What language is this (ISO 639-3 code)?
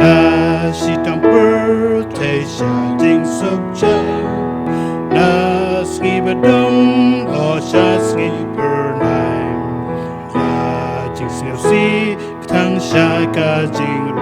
kha